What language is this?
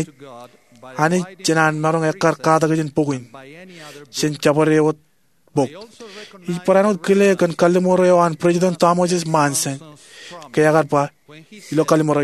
Marshallese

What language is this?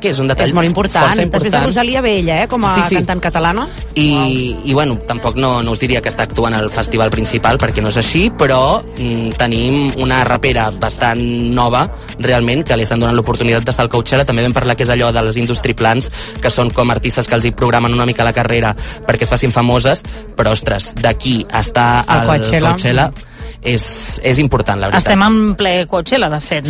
Catalan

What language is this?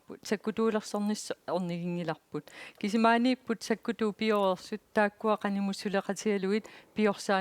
Kalaallisut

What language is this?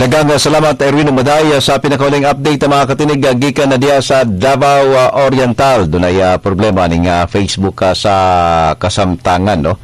Cebuano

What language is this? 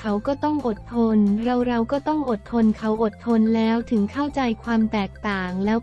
Thai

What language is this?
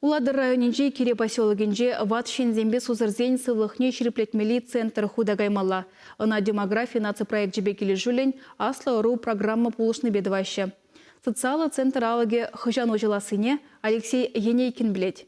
Chuvash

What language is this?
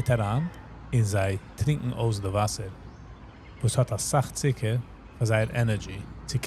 Yiddish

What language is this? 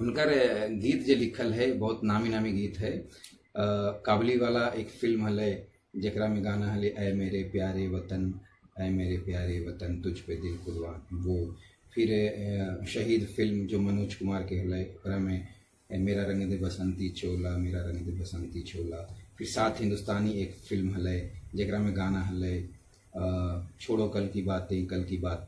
Magahi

